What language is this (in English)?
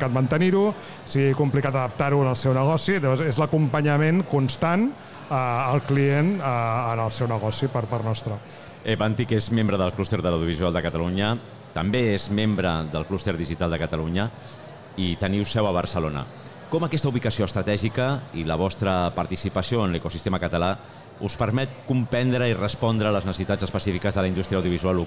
Catalan